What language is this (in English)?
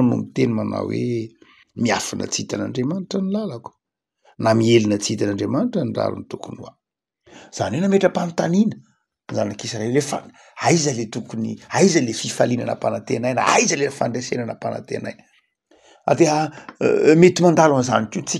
Malagasy